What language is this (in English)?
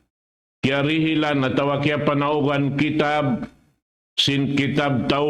Tausug